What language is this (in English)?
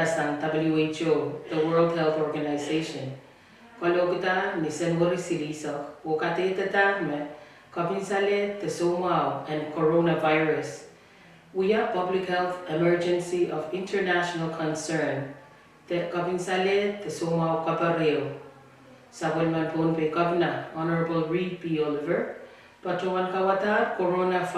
Pohnpeian